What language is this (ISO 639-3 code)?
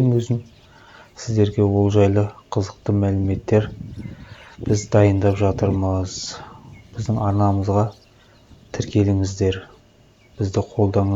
kaz